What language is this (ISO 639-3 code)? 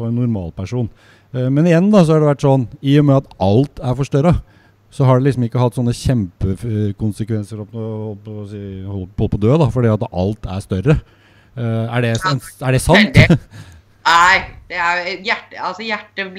nor